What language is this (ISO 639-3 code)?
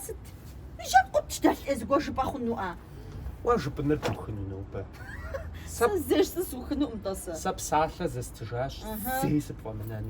kbd